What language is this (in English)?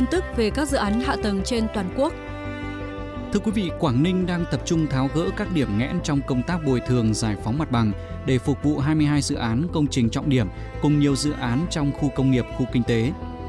Vietnamese